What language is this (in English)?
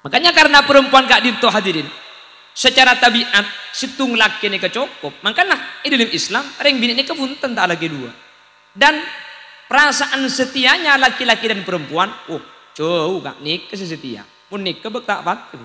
Madurese